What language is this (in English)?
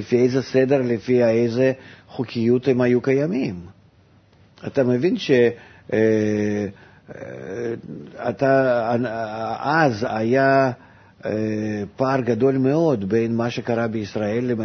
Hebrew